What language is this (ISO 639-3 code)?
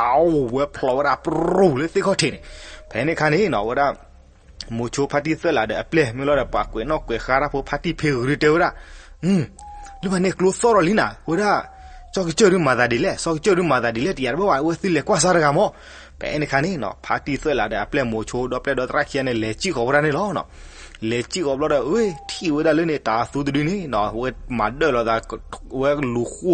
ksw